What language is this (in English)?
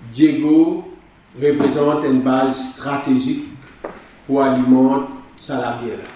Morisyen